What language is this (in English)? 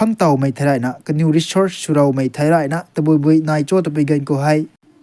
Rongmei Naga